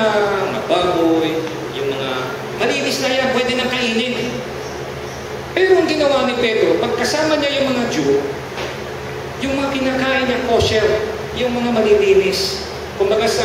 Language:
Filipino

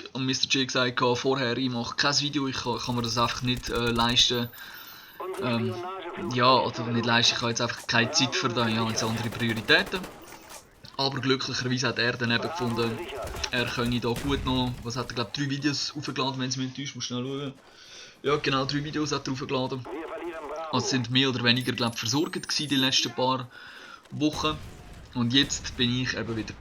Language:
Swiss German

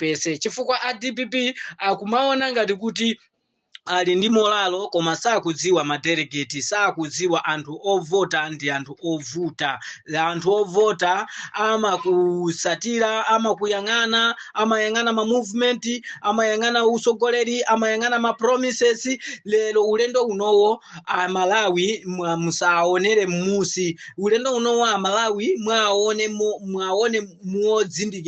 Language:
Nyanja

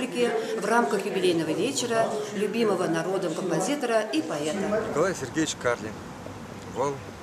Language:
Chuvash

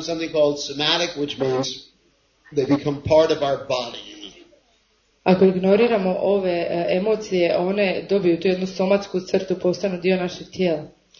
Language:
Croatian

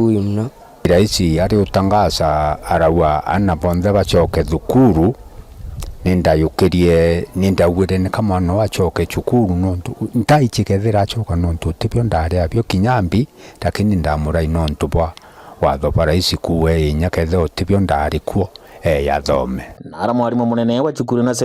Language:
Meru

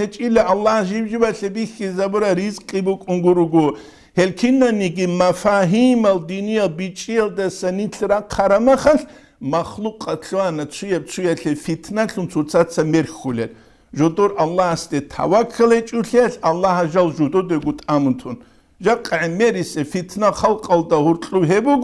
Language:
Avaric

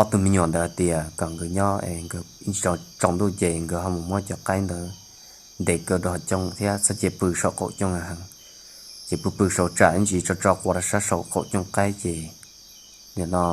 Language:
Hmong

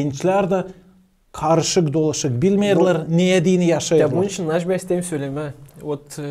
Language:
Gagauz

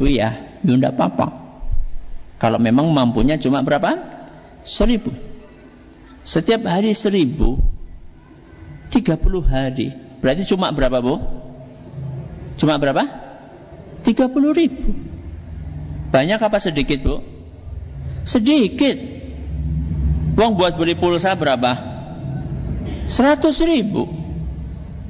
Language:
Indonesian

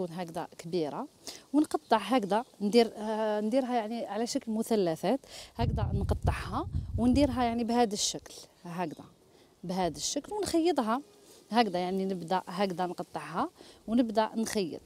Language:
Algerian Arabic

